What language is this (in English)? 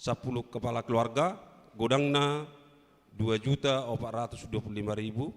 Batak Toba